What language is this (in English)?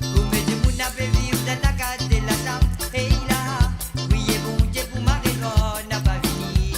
Morisyen